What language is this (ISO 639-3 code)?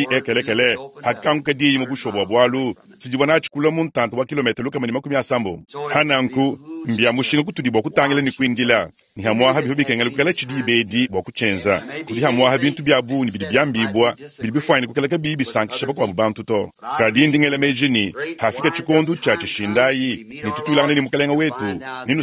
lua